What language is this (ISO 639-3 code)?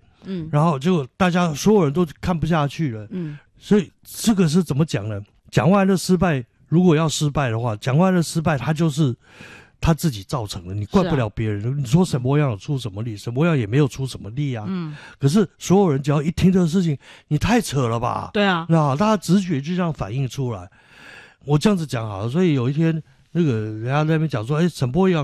zho